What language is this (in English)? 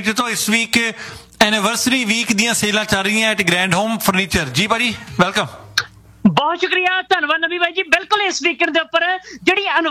Punjabi